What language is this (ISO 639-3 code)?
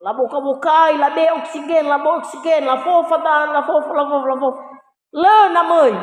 nia